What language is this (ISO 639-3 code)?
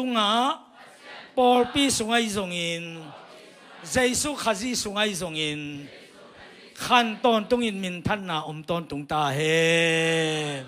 ctd